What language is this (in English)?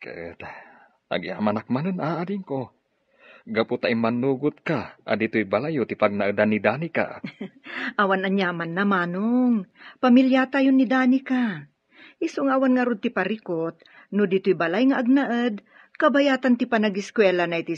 Iloko